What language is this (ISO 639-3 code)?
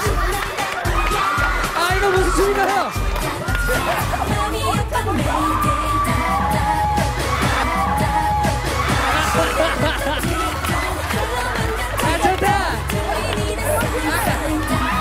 kor